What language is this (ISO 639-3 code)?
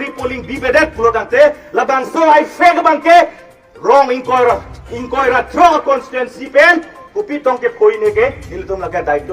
mjw